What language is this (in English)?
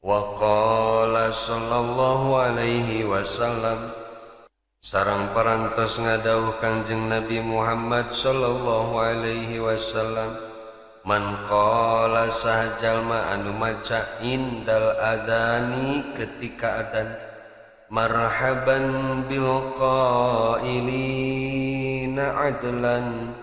Sundanese